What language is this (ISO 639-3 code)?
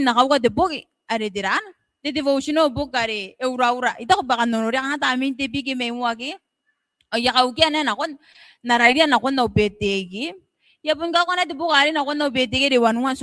gil